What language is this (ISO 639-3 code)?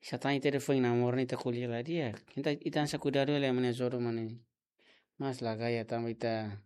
tet